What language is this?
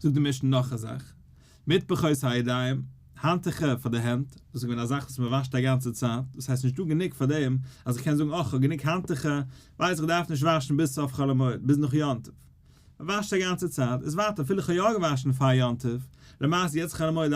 Yiddish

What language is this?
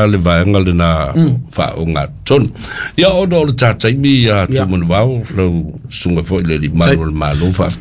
Samoan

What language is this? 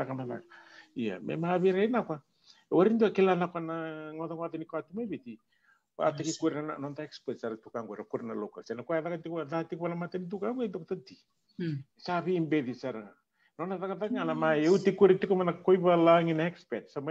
Fijian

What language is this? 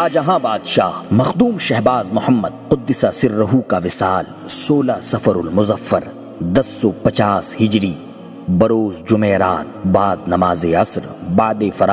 Urdu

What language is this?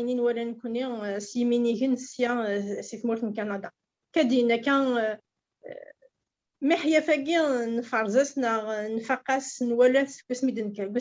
Kabyle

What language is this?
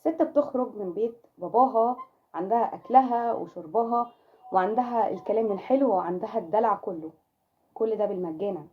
Egyptian Arabic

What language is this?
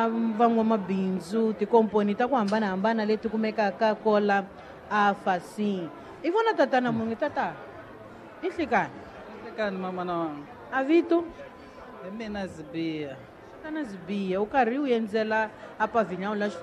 Tsonga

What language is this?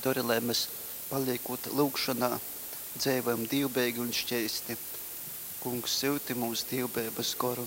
Latgalian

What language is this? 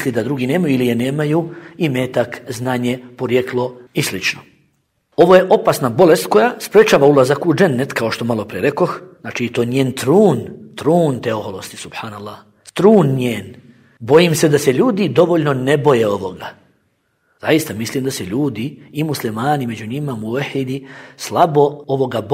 Bosnian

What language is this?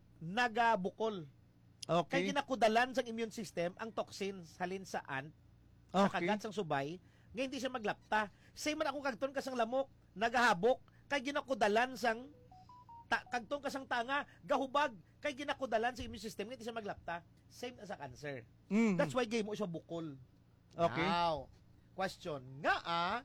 Hiligaynon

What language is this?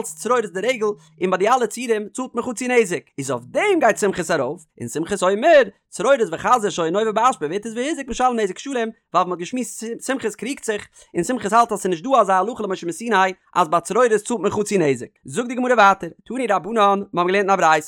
Yiddish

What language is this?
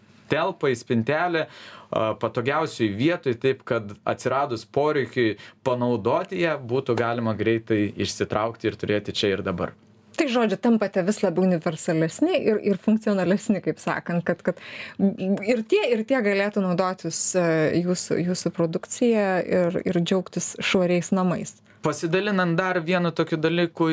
Lithuanian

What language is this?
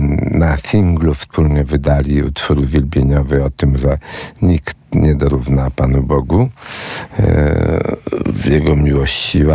Polish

